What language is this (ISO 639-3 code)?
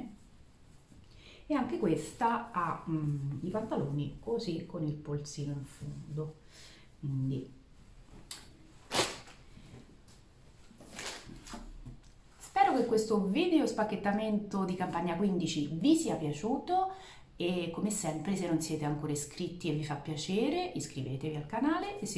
ita